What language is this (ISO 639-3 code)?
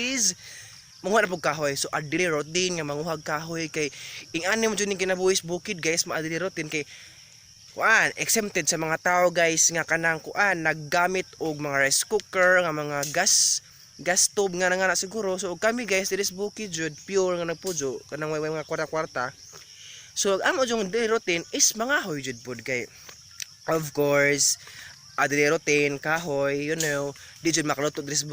ceb